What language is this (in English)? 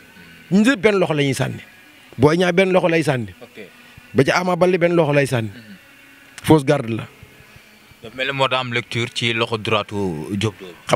Wolof